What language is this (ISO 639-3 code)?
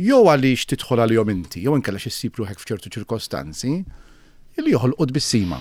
mlt